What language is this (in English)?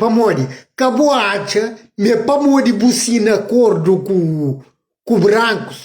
Kabuverdianu